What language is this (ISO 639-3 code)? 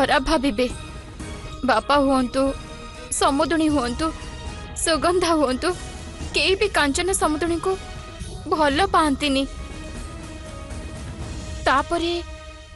ori